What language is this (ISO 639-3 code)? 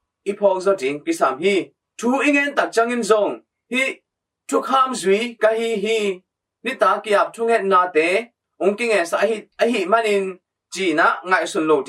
ctd